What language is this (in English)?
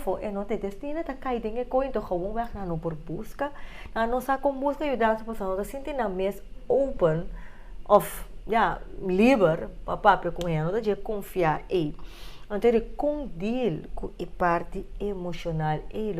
Papiamento